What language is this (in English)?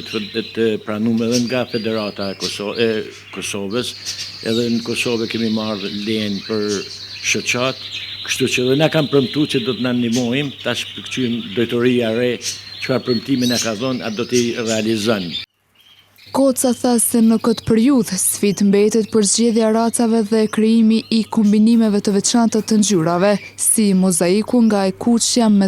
Albanian